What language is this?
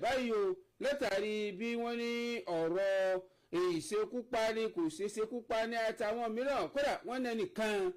Yoruba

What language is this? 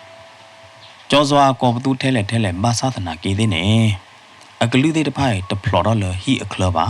S'gaw Karen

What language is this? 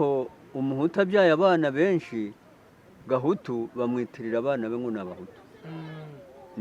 Kinyarwanda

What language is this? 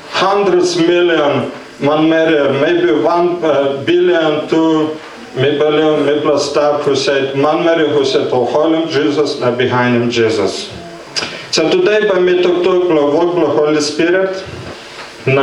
Tok Pisin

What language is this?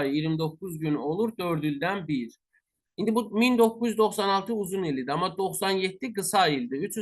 Azerbaijani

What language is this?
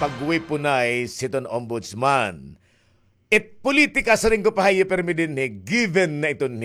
Waray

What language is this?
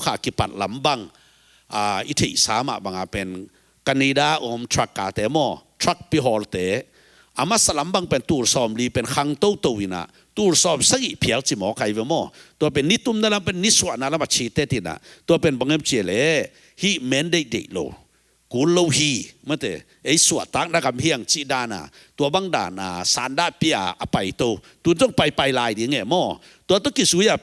Tedim Chin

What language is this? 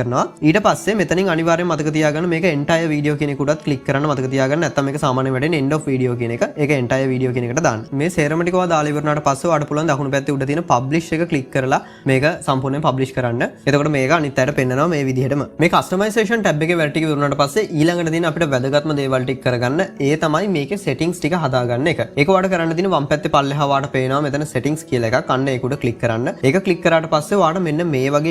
Sinhala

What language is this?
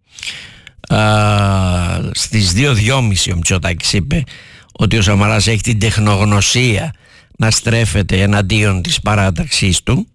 Greek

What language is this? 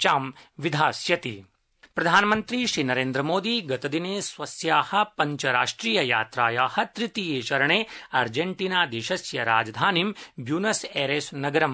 Sanskrit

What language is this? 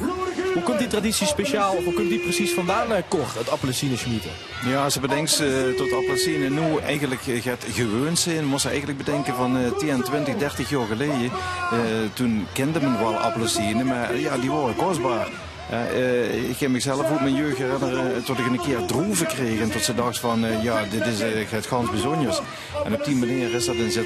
Limburgish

